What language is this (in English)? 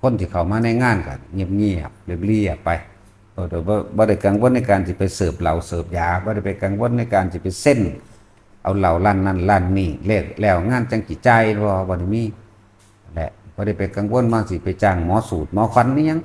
Northeastern Thai